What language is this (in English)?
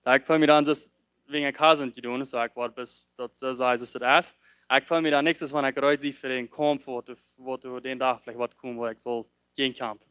Plautdietsch